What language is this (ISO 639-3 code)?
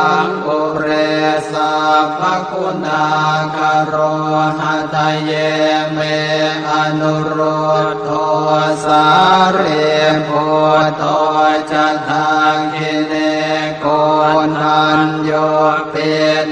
pli